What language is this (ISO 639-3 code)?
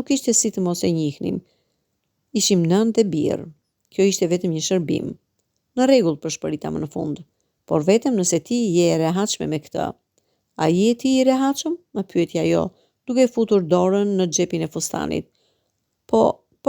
sqi